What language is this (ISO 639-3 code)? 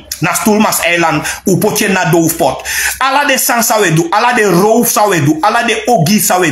srn